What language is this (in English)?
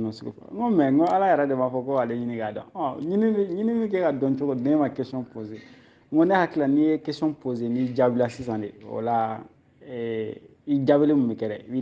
Bambara